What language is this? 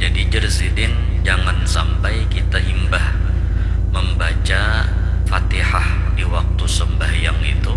Banjar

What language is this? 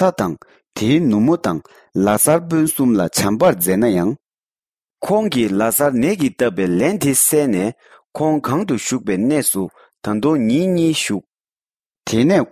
Tibetan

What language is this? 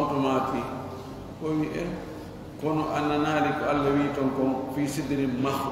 Fula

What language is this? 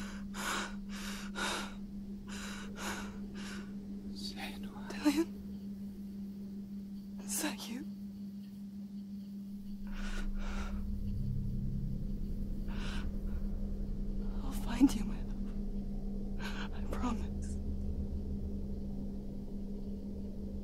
English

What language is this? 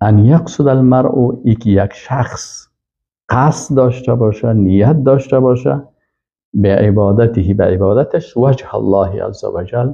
Persian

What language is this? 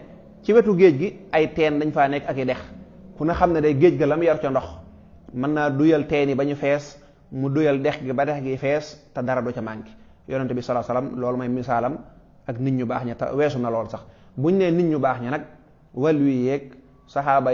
Wolof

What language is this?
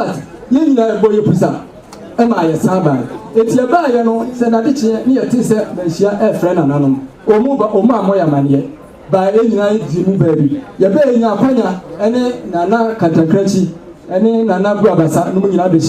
Akan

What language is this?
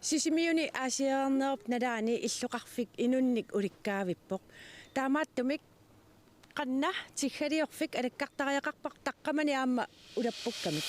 Kalaallisut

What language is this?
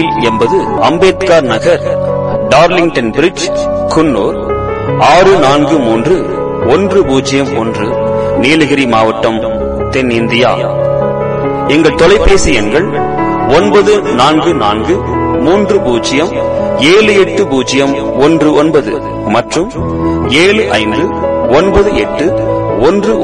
Tamil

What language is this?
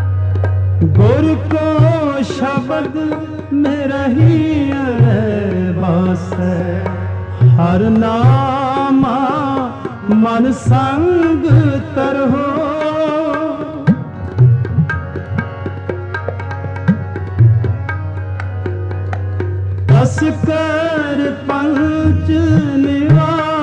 Punjabi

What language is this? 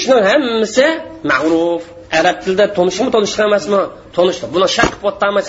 Uyghur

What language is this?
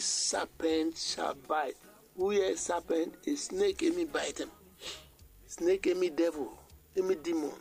Bislama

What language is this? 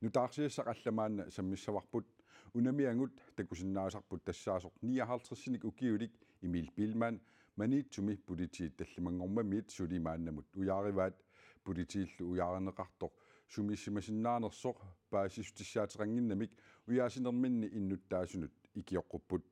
Kalaallisut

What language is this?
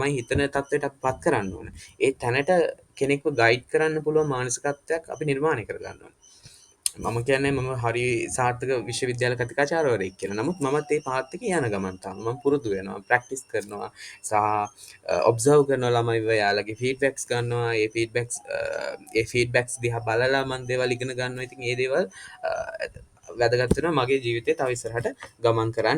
Sinhala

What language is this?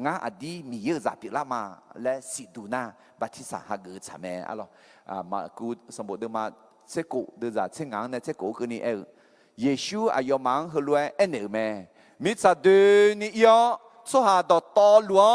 Akha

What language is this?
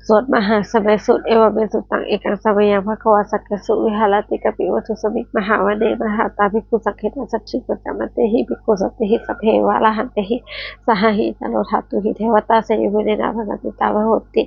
Pali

